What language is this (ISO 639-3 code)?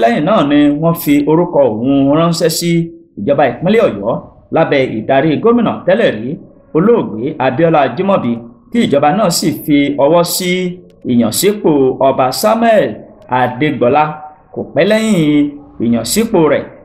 yor